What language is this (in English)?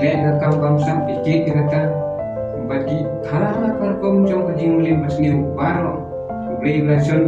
Khasi